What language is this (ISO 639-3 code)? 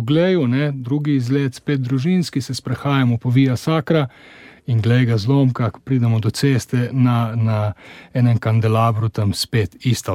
slv